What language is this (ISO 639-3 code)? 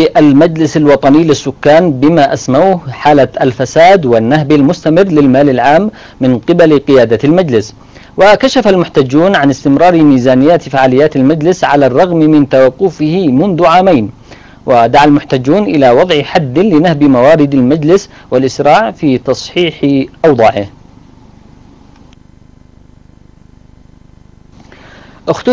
ara